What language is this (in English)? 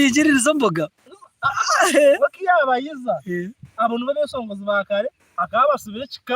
Nyankole